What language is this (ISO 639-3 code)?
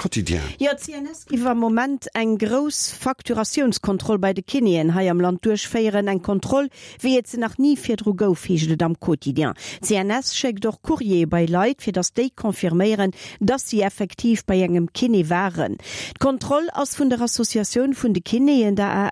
ltz